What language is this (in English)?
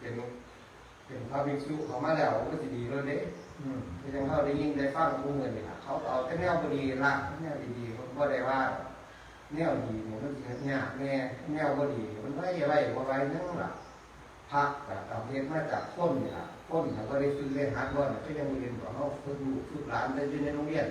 Northeastern Thai